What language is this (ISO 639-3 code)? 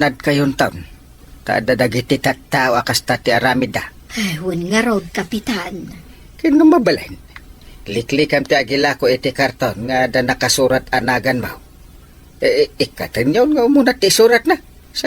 ilo